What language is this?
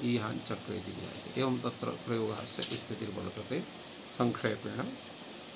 Sanskrit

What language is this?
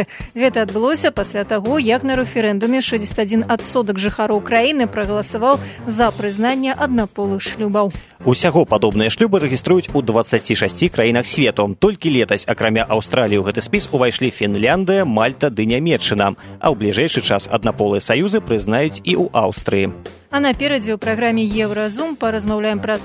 Belarusian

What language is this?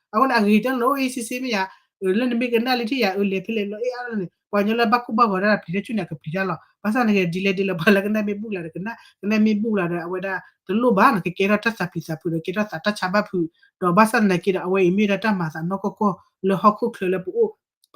S'gaw Karen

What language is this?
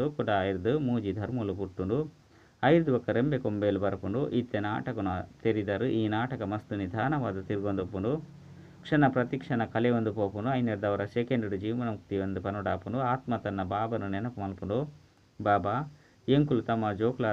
Tulu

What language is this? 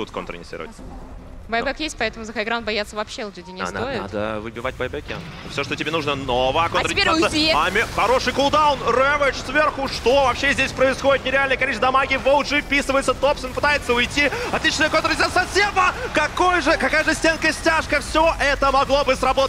Russian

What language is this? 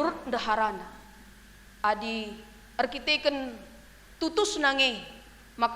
Batak Karo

